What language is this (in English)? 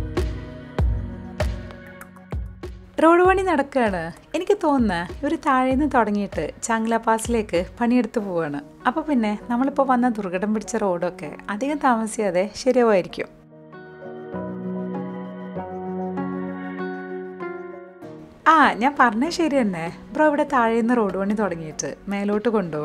Malayalam